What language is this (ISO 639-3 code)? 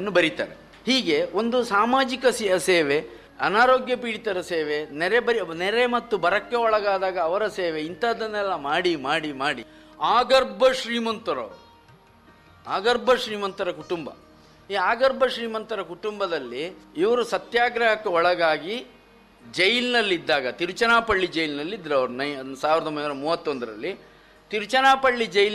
kan